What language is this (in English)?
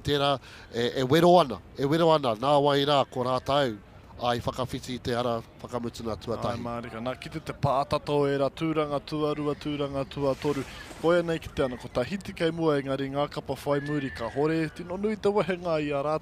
Māori